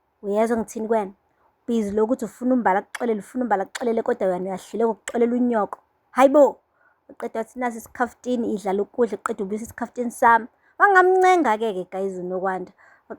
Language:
Zulu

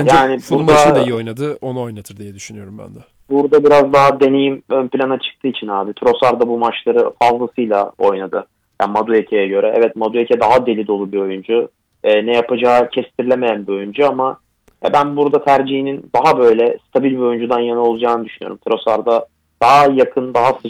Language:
Turkish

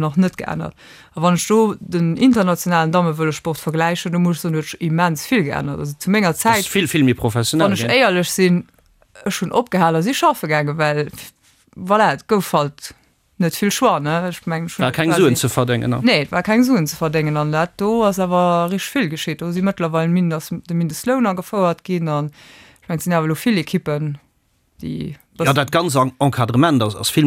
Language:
Luxembourgish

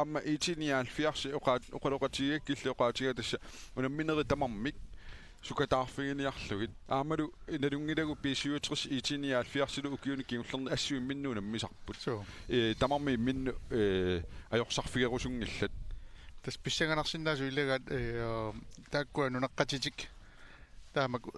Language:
Kalaallisut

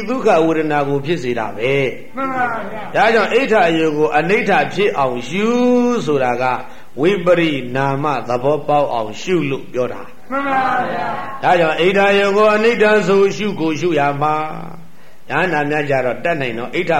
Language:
Burmese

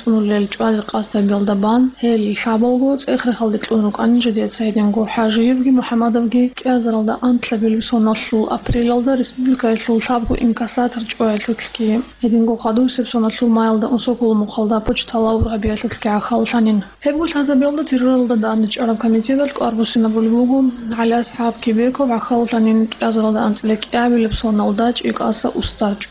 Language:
Avaric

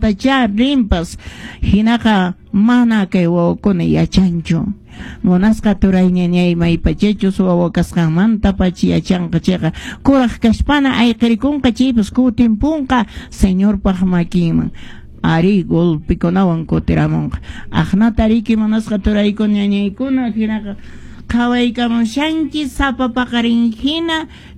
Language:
Quechua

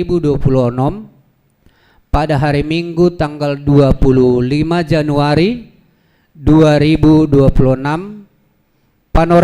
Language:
Batak Simalungun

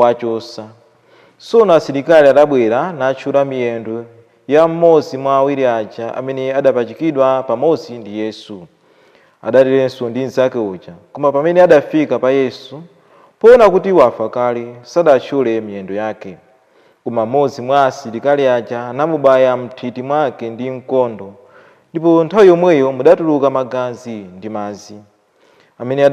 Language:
Nyanja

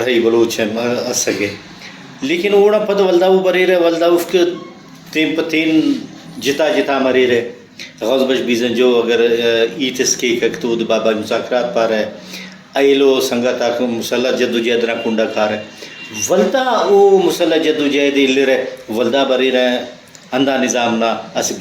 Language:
Brahui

